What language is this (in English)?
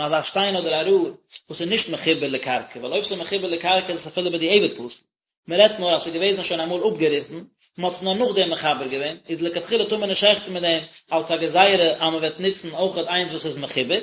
Yiddish